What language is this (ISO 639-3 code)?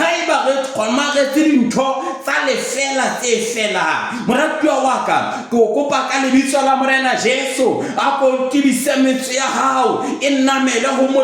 sot